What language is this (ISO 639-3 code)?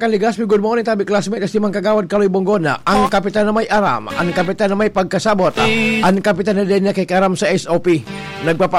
bik